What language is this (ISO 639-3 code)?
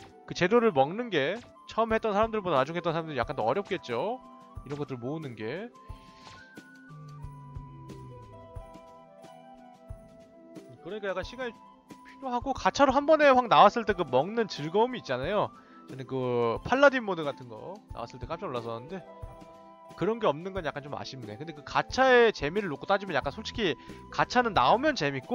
kor